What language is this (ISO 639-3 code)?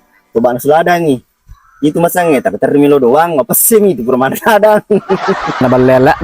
bug